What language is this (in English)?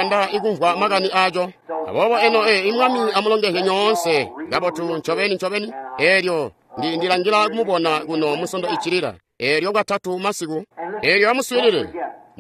Tonga (Zambia)